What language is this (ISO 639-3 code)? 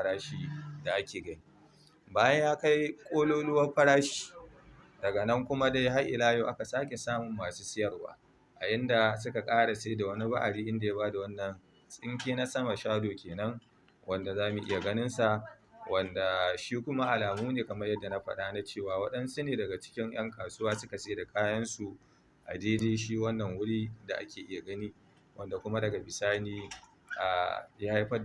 hau